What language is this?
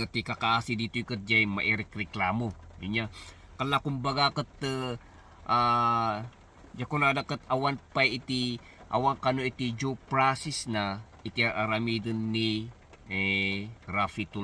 Iloko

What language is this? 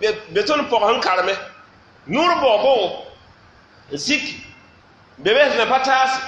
Mossi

